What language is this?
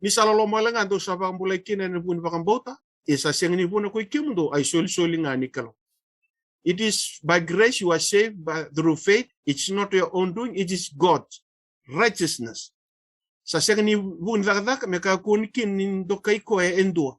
Fijian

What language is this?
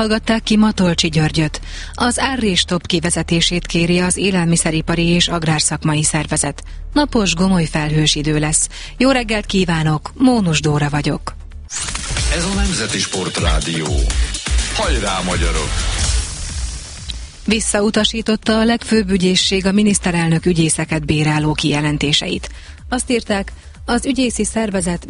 Hungarian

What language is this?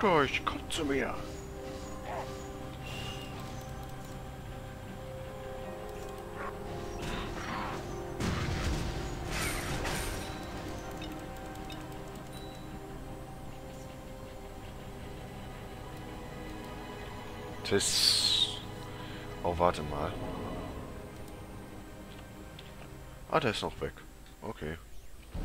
German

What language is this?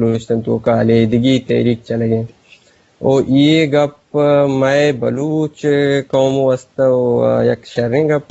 Eastern Balochi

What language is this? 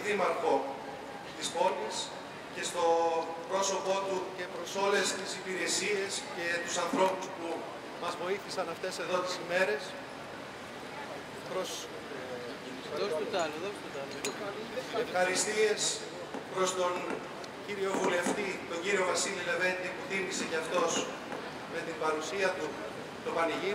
Greek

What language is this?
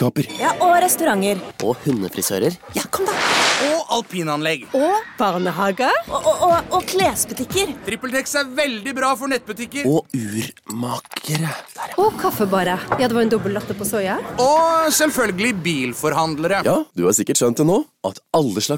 Norwegian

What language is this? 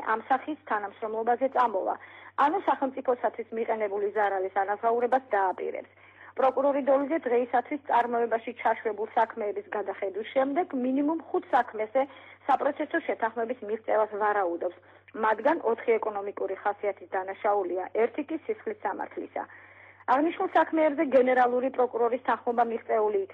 Georgian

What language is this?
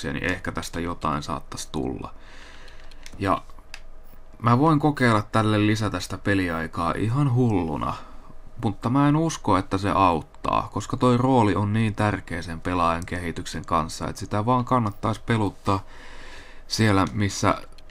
Finnish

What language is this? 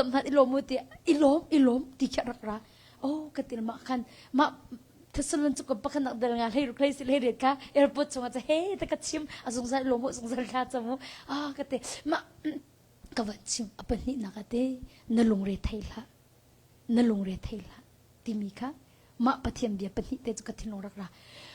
Hakha Chin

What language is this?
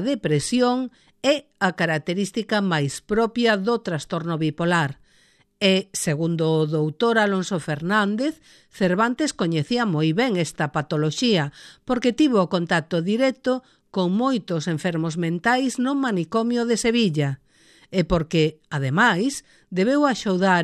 Galician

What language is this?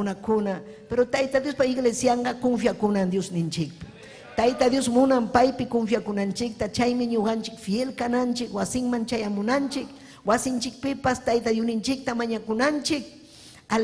Ayacucho Quechua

